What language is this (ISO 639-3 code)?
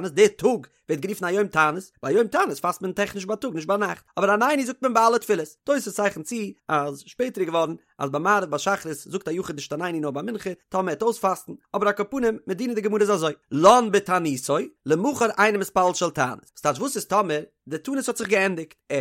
yid